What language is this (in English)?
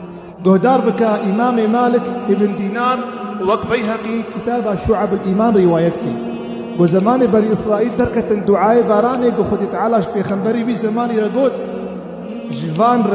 Kurdish